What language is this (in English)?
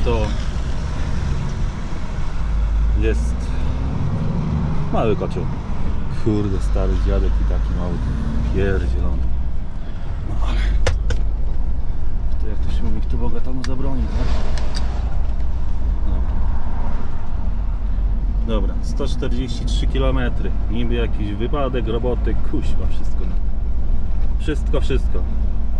Polish